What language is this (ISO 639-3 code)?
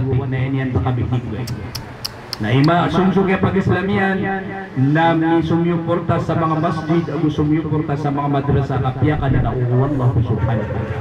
mrw